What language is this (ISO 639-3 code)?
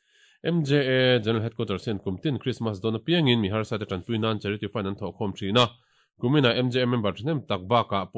lus